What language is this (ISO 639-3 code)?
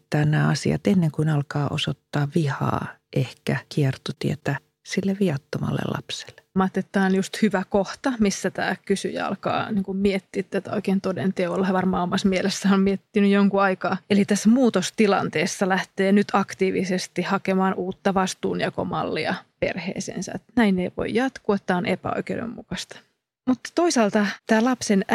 fin